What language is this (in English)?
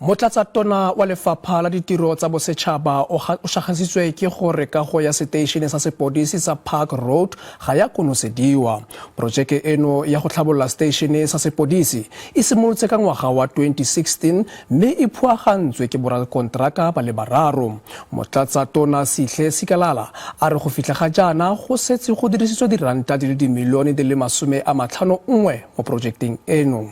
Tswana